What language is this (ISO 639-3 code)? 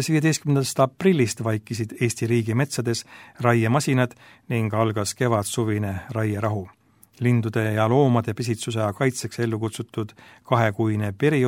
est